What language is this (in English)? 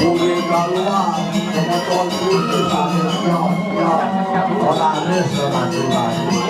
Balinese